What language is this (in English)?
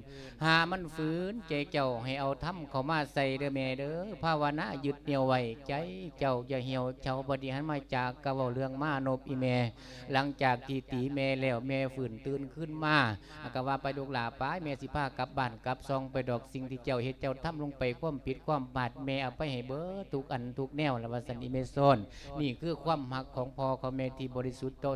Lao